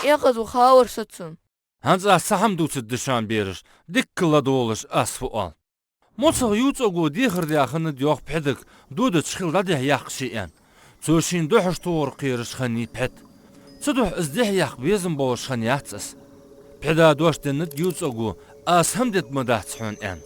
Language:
Ingush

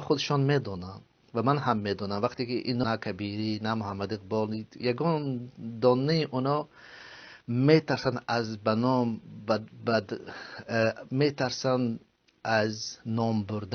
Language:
Tajik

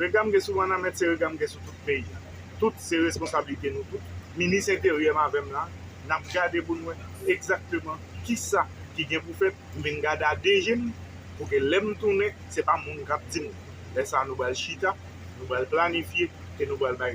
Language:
Haitian Creole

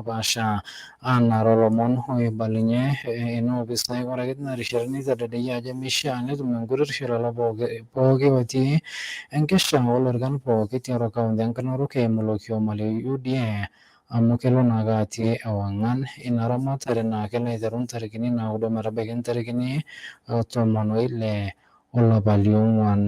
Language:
Masai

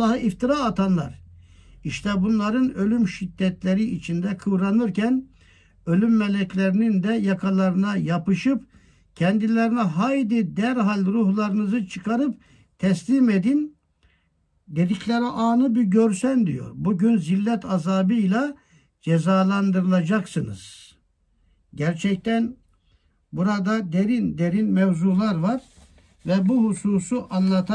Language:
Turkish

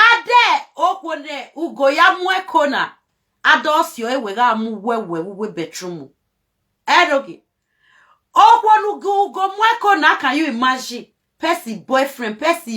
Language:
Nigerian Pidgin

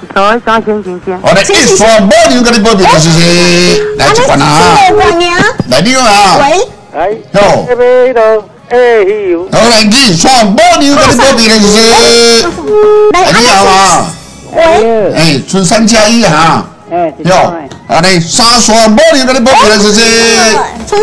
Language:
Min Nan Chinese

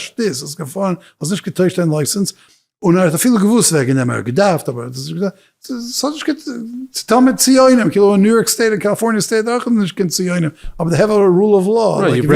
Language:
Yiddish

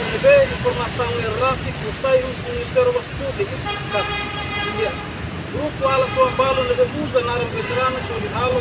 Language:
Tetum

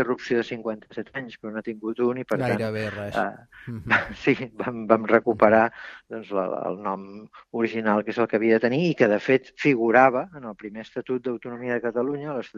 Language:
Catalan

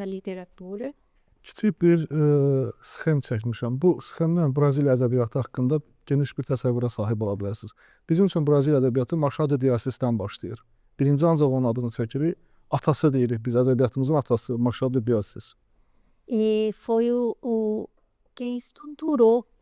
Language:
Azerbaijani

